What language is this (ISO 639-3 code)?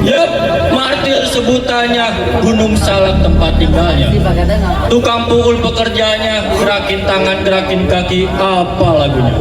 bew